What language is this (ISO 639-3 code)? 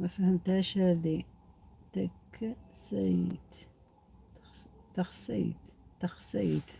arq